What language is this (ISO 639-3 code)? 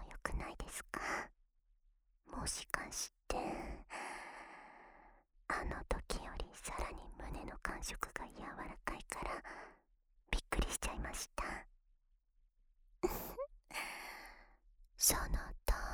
jpn